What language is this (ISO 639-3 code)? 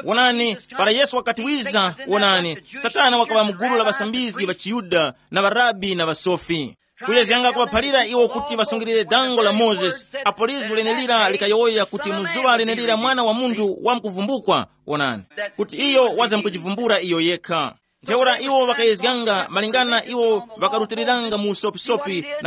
tum